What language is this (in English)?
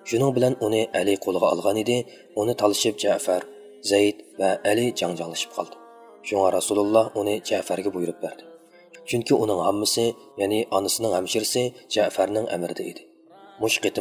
Uyghur